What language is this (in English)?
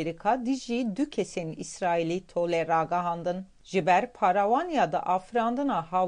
Kurdish